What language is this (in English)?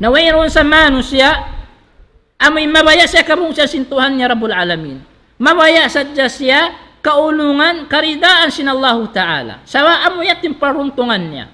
Tausug